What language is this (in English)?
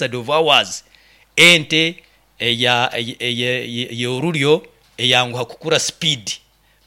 Nyoro